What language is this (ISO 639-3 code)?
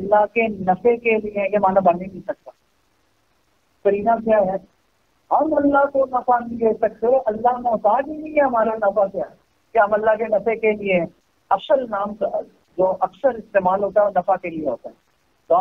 urd